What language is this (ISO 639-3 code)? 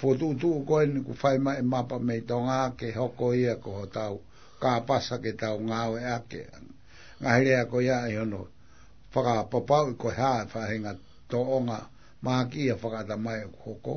ton